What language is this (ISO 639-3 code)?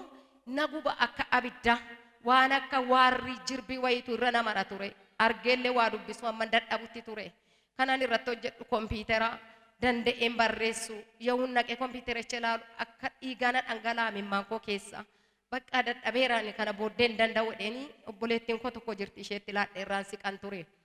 orm